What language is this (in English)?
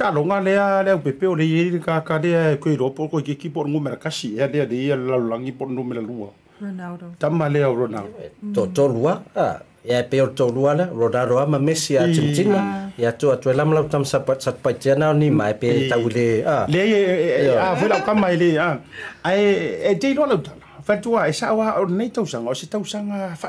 Samoan